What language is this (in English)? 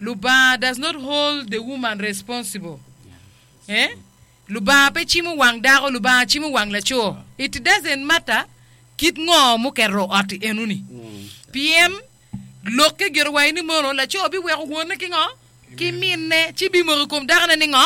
Acoli